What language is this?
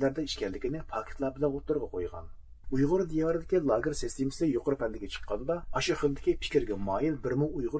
Uyghur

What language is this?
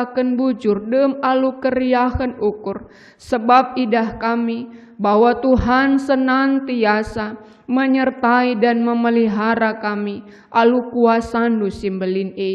Batak Karo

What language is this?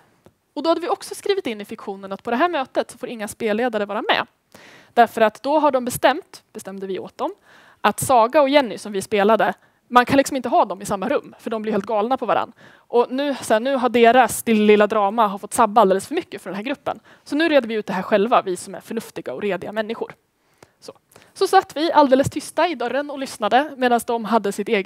Swedish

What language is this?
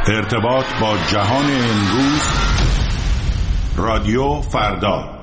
Persian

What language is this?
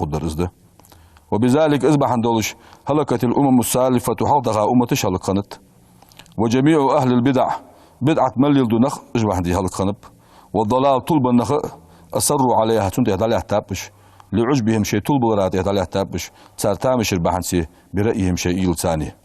Ingush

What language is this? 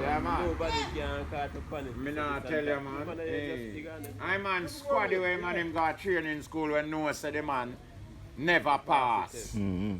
Jamaican Creole English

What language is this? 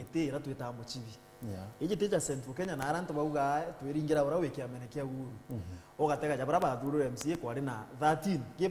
Meru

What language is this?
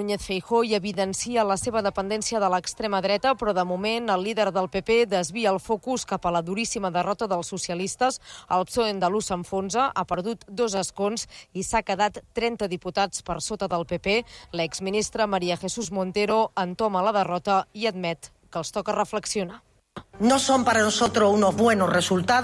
Catalan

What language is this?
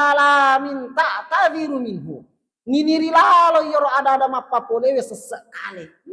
Buginese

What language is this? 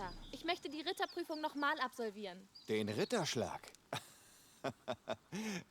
Bavarian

